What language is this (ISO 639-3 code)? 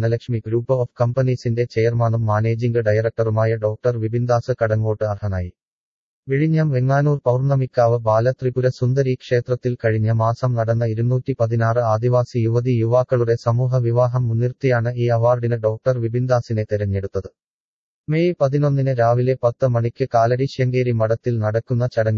mal